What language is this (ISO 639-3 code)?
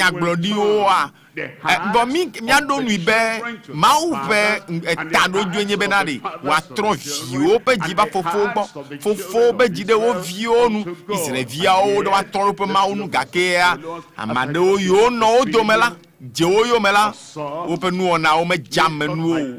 ewe